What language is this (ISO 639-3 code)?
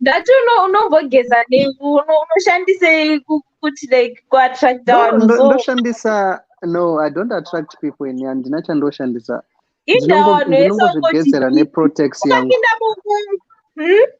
sna